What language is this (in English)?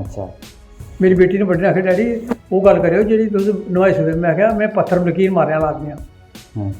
Dogri